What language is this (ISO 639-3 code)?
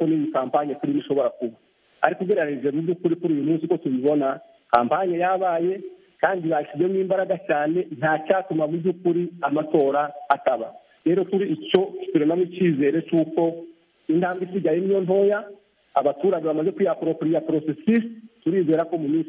kin